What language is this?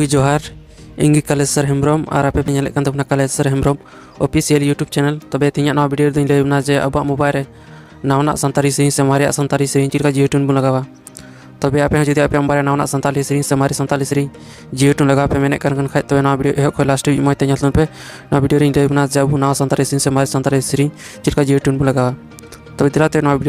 Santali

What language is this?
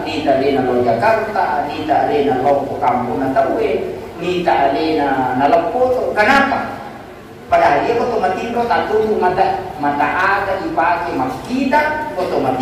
Buginese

